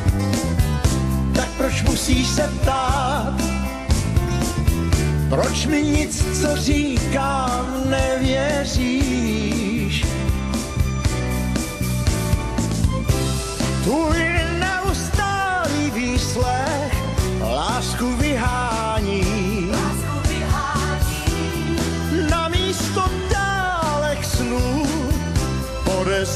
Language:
Czech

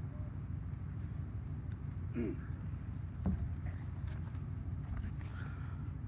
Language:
Poumei Naga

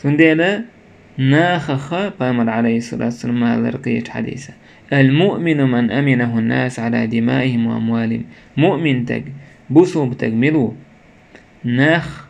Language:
Chechen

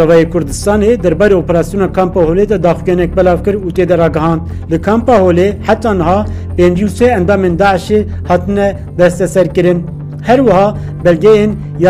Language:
Kurdish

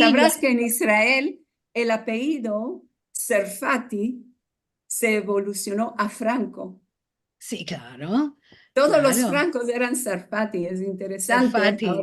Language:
Ladino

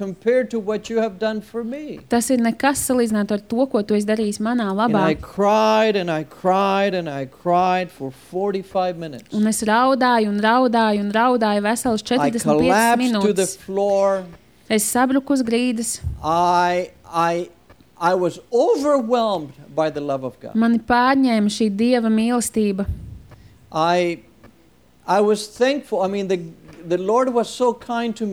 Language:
Latvian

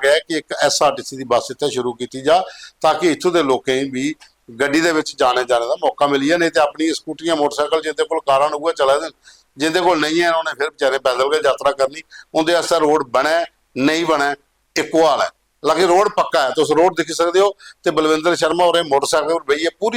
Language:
Dogri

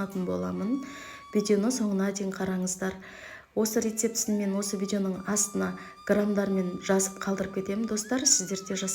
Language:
Kazakh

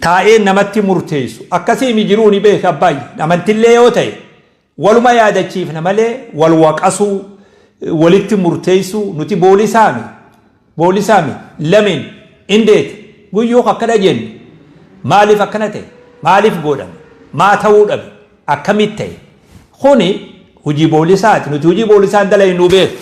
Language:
Oromo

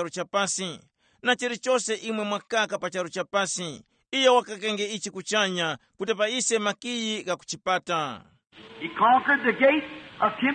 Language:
Tumbuka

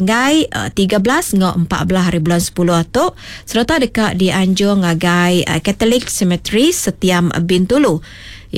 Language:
Iban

